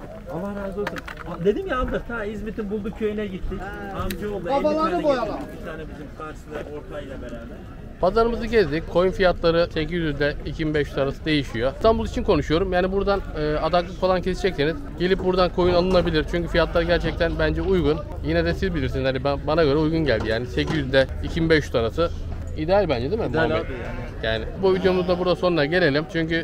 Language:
Turkish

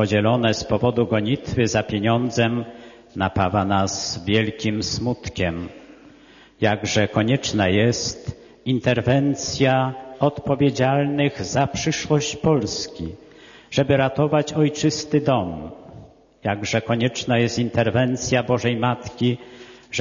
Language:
Polish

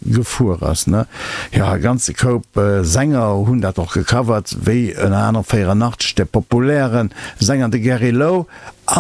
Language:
Luxembourgish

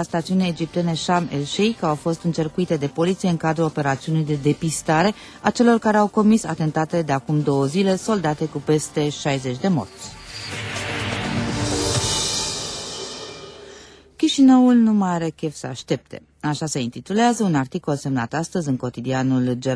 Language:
Romanian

